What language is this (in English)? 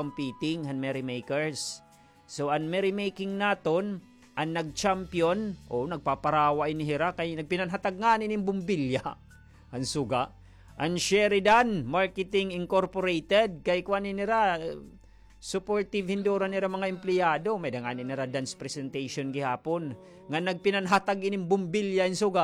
Waray